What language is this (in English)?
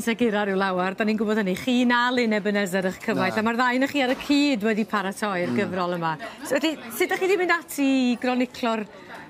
Welsh